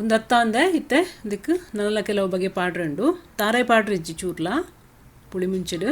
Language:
Tulu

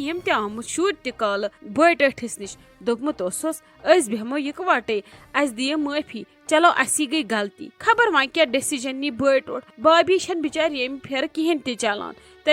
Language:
Kashmiri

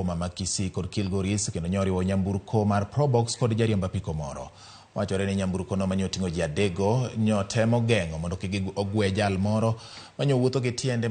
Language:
Luo (Kenya and Tanzania)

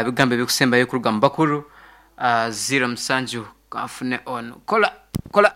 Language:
Nyankole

